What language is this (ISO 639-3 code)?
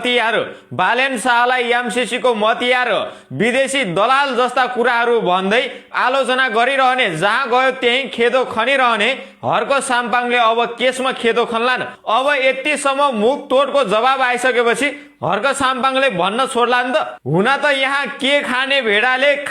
nep